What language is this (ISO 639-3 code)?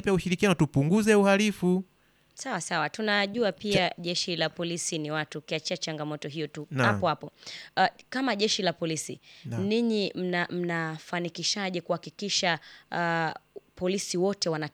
swa